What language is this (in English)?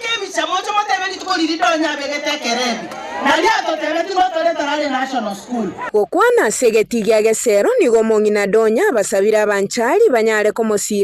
Gusii